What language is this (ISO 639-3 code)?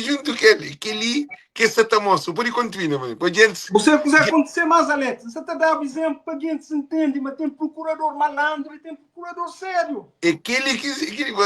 kea